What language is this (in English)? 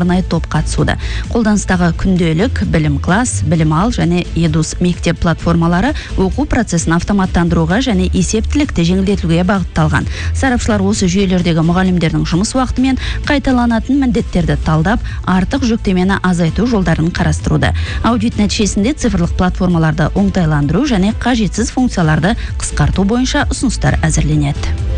Kazakh